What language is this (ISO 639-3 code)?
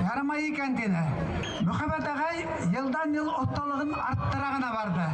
bak